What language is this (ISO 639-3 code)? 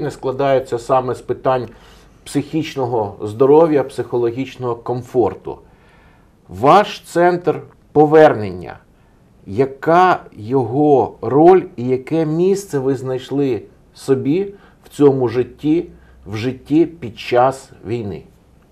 ukr